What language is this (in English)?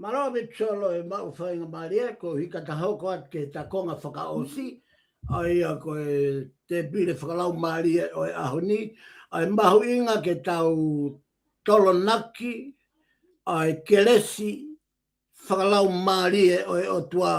Tongan